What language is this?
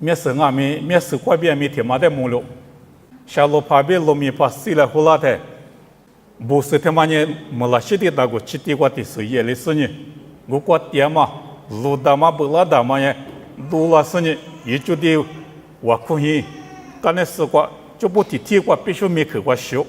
Lisu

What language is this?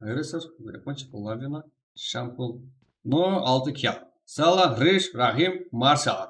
Kara-Kalpak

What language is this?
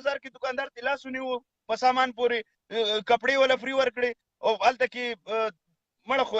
Pashto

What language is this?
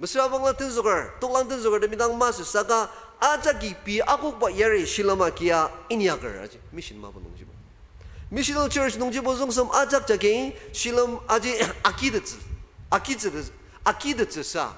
Ao Naga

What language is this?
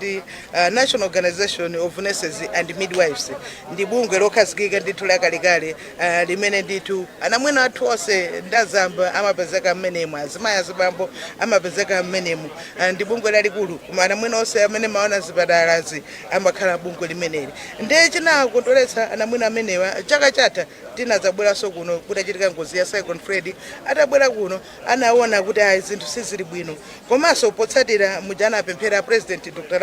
Nyanja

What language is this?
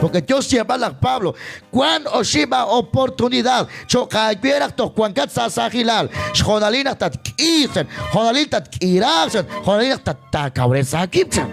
Kekchí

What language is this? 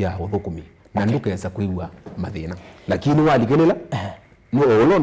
Kamba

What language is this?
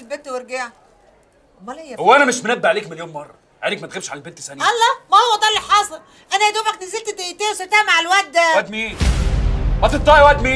Egyptian Arabic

